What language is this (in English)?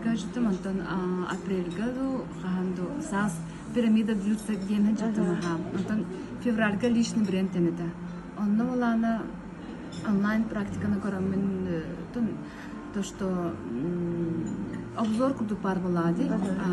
Yakut